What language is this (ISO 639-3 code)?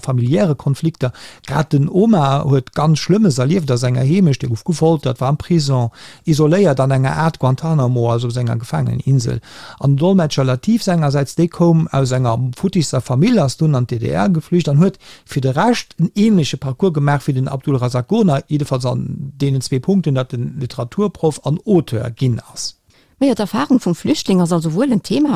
ltz